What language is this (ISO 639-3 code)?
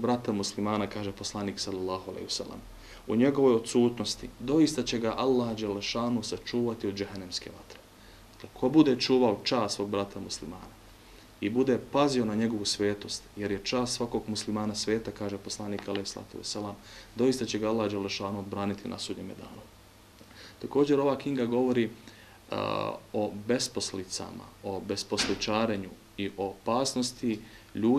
bos